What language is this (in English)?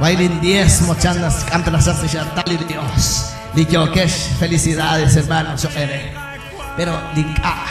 Kekchí